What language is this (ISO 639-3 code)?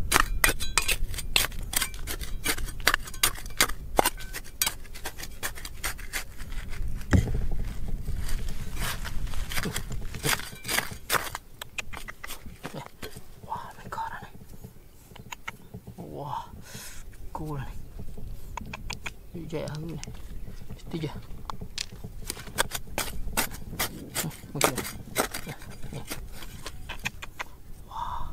msa